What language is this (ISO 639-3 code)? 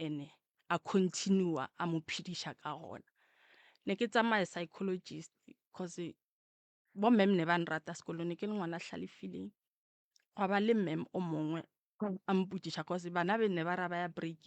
nso